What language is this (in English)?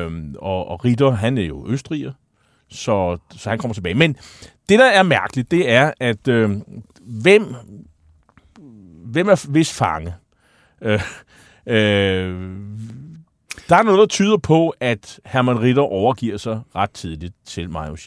Danish